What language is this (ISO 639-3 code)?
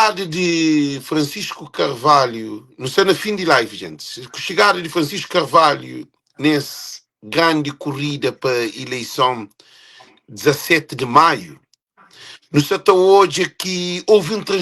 kea